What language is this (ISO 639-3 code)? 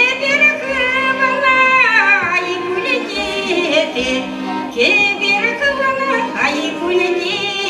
chv